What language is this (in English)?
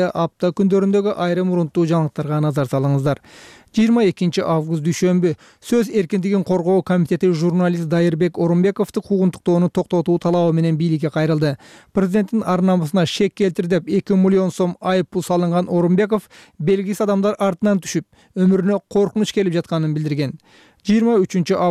Kyrgyz